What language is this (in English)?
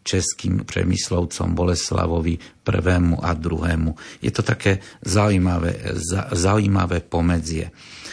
Slovak